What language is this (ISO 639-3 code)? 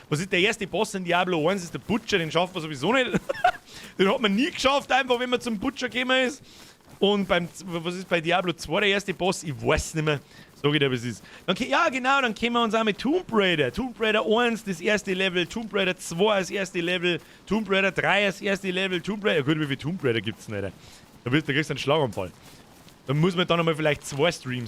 bar